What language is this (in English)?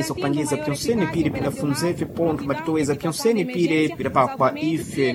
Sena